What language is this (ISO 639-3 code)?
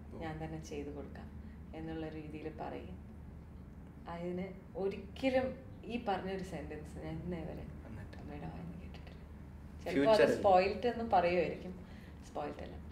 mal